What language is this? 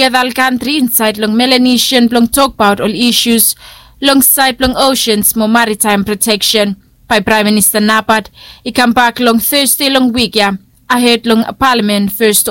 Bislama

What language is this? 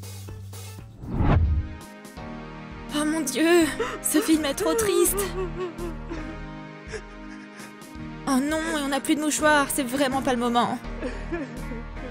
French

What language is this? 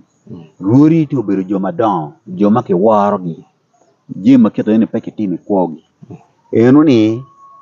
Acoli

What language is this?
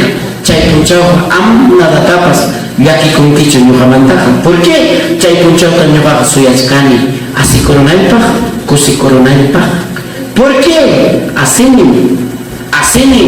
Ayacucho Quechua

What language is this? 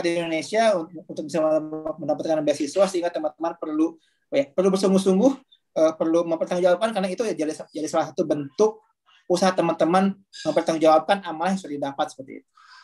Indonesian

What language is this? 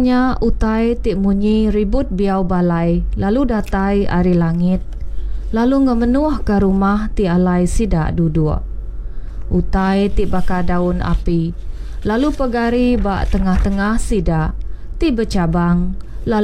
Iban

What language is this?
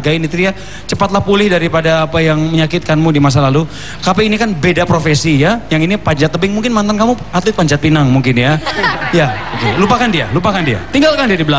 Indonesian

